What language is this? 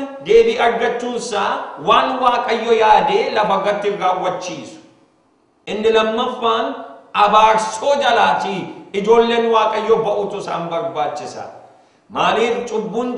Oromo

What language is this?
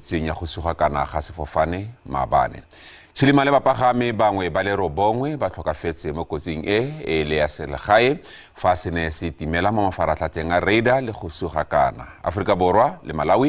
Tswana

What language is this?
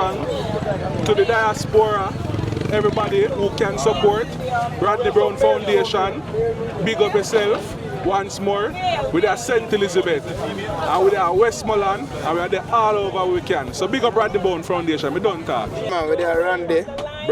Jamaican Creole English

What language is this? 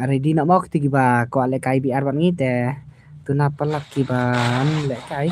Khasi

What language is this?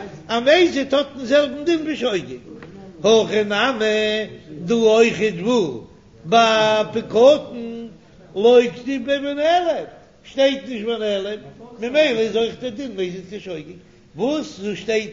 Yiddish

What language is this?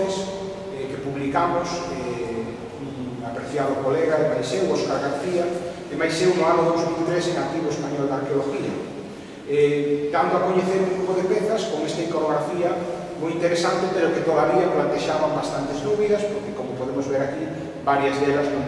Galician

